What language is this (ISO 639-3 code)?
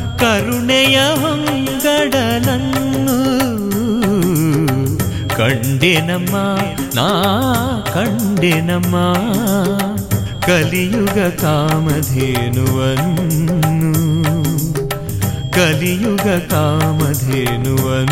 kan